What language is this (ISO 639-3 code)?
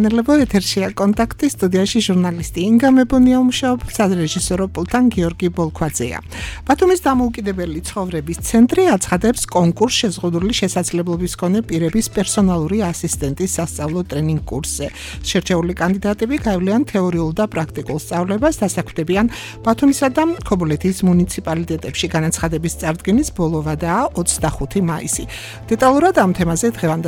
kat